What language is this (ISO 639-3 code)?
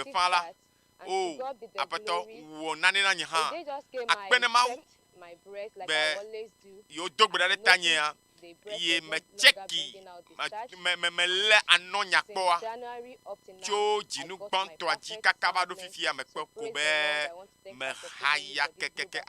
ewe